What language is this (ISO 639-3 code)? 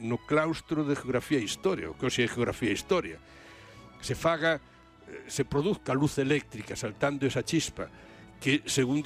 glg